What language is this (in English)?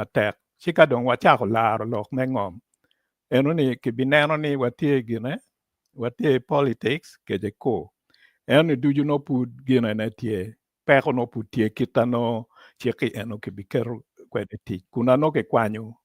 Acoli